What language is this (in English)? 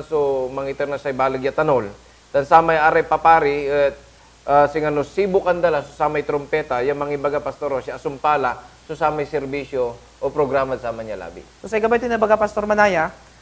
Pangasinan